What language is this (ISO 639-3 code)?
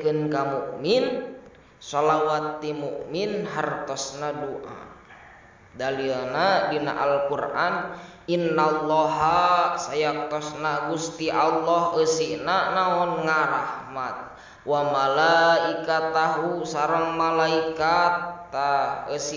sun